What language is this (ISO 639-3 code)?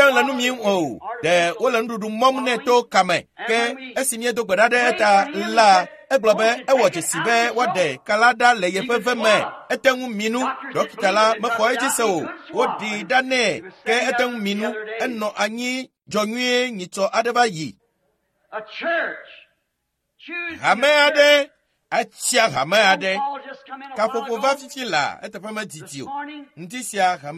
ewe